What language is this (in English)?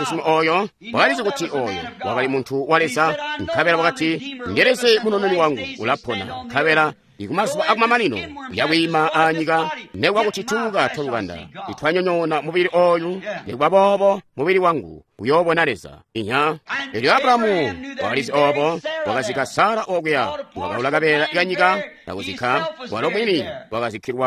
Tonga (Zambia)